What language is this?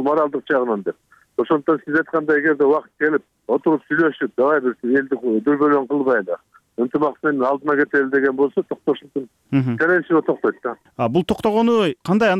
Kyrgyz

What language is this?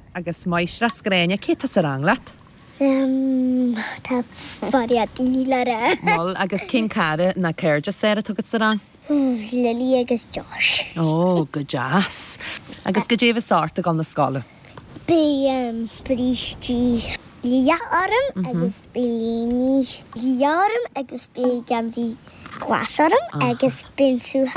Irish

